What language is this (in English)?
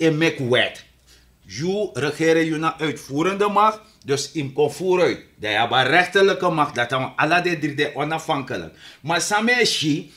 Sranan Tongo